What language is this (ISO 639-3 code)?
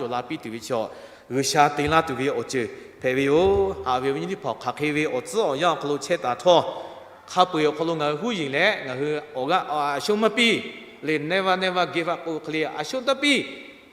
lhu